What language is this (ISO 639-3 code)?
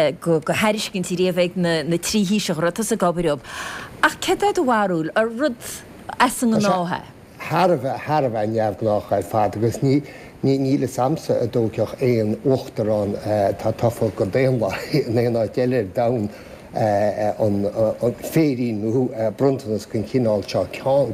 gle